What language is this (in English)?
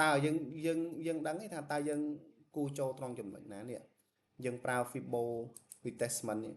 Khmer